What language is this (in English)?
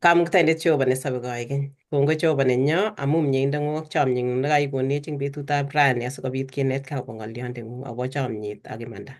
Kalenjin